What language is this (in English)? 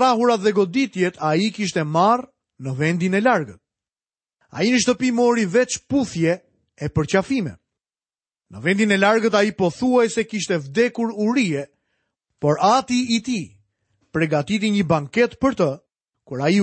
Albanian